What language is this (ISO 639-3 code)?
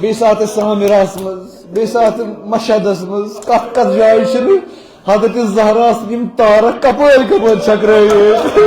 kas